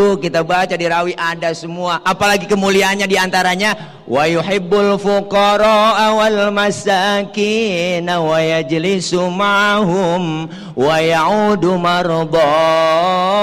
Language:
Betawi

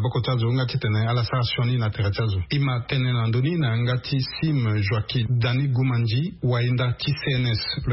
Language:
Sango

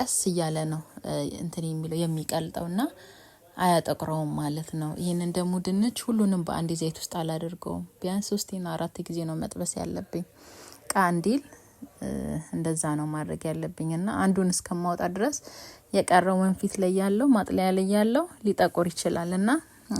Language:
Amharic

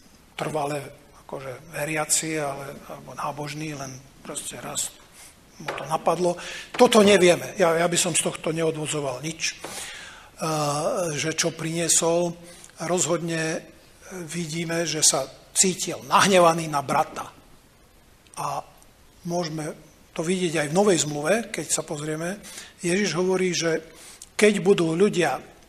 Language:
Slovak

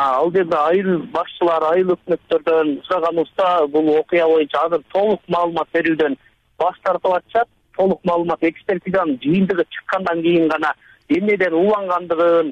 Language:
Kyrgyz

